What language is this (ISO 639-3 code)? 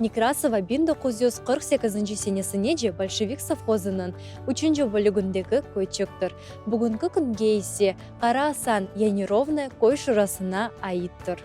crh